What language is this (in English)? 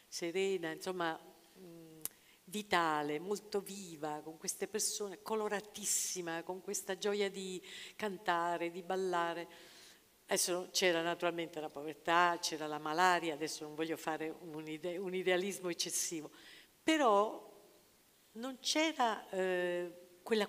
Italian